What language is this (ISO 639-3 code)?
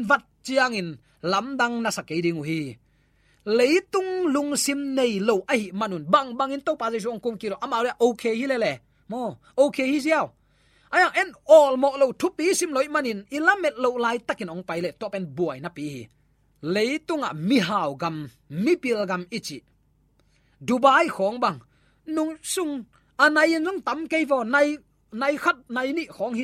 ctd